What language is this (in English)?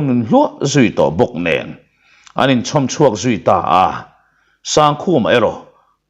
Mizo